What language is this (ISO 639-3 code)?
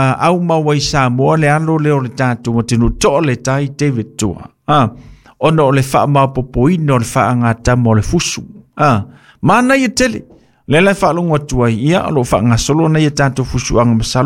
smo